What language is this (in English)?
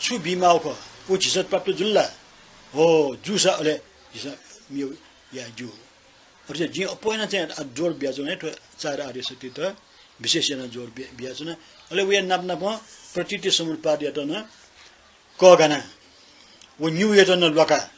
Newari